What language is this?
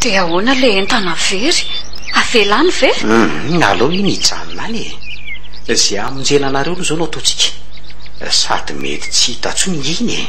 Malagasy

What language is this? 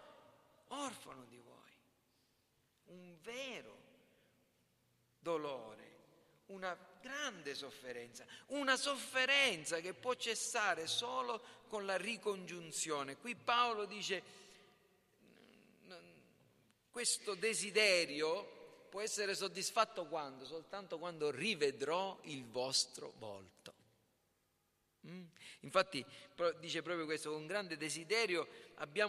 Italian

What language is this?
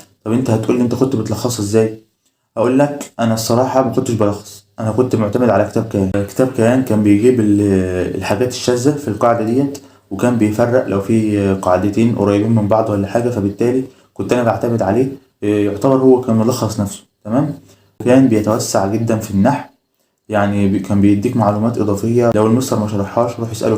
Egyptian Arabic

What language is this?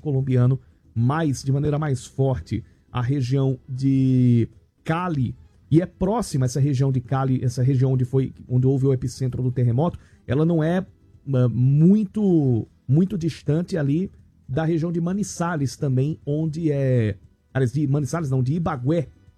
Portuguese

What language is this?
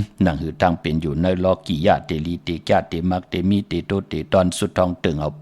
Shan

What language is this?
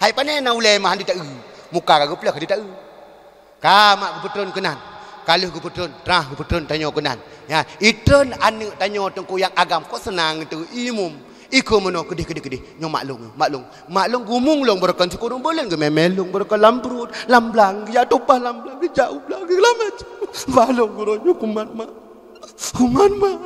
Achinese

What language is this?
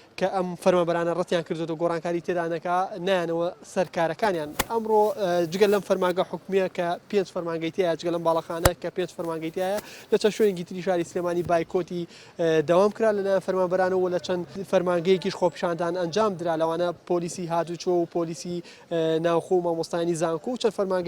Central Kurdish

